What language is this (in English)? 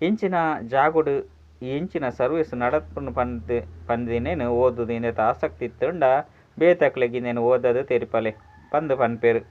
Tulu